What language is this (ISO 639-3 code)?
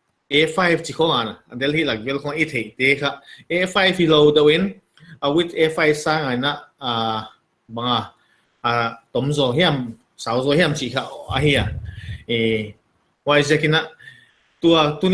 pck